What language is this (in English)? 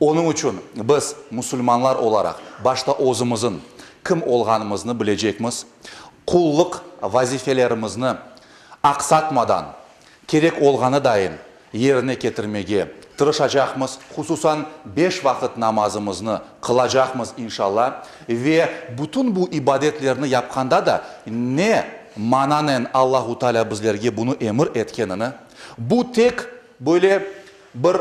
Crimean Tatar